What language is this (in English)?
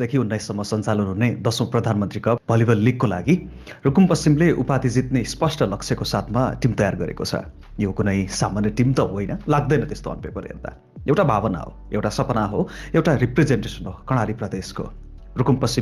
Nepali